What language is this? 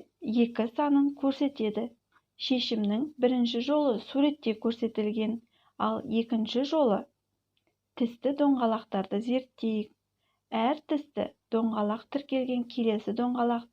Kazakh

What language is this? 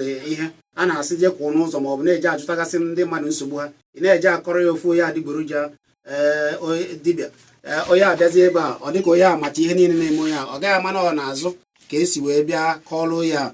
Igbo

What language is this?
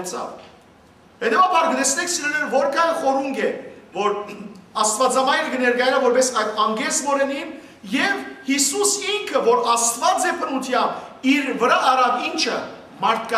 Western Armenian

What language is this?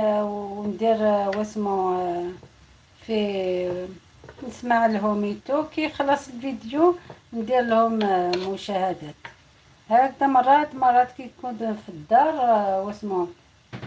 Algerian Arabic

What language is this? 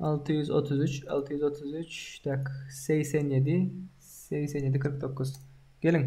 Turkmen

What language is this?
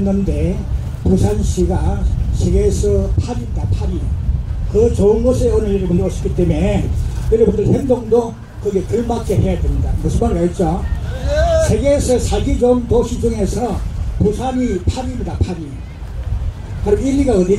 Korean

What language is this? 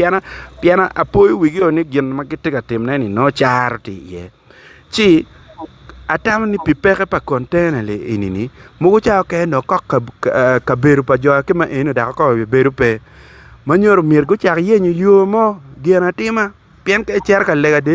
Acoli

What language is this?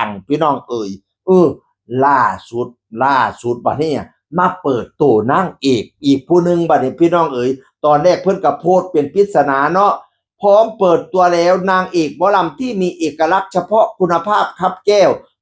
Northeastern Thai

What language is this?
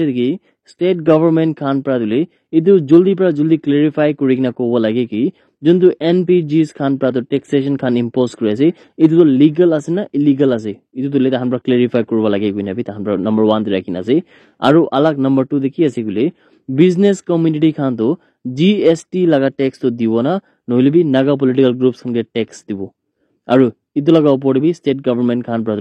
Naga Pidgin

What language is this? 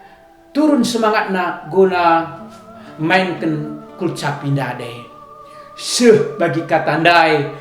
Batak Karo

